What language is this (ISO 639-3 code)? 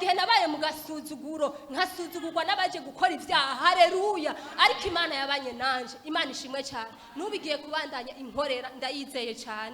run